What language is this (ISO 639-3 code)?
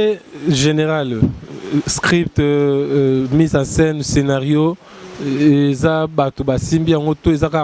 lin